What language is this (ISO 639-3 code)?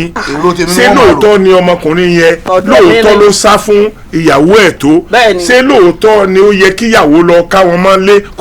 yor